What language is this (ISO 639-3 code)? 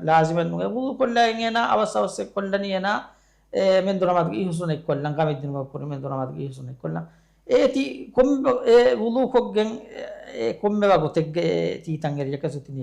div